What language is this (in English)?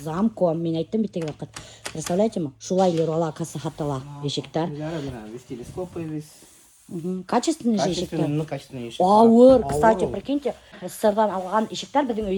Bashkir